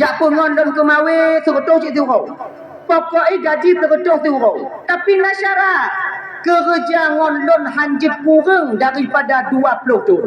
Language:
Achinese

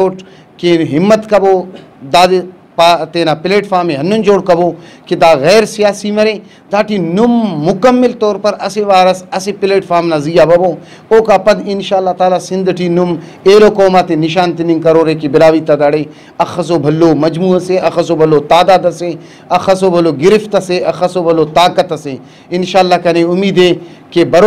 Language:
Brahui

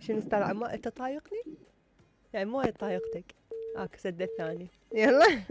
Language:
Mesopotamian Arabic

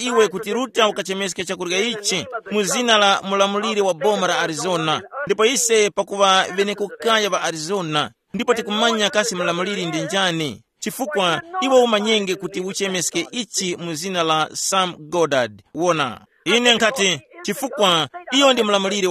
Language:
Tumbuka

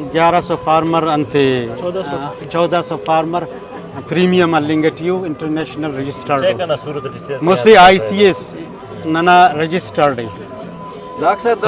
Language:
Brahui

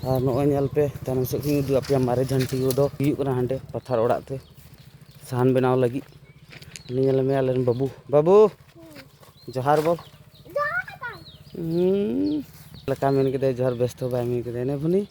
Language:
Santali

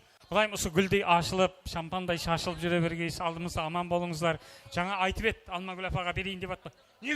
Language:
Kara-Kalpak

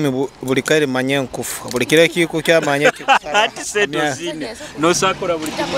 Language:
Nyoro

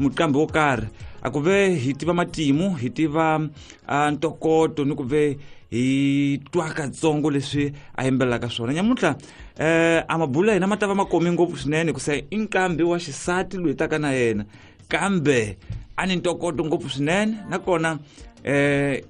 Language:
Tsonga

